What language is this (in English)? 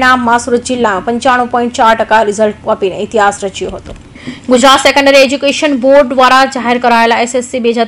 Gujarati